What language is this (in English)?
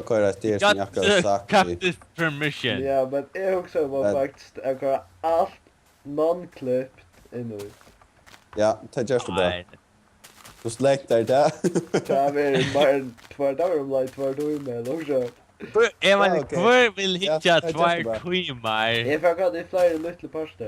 Faroese